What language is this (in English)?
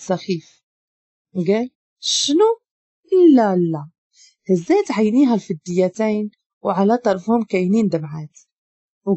Moroccan Arabic